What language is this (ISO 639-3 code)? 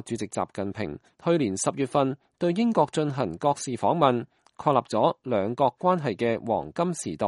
yue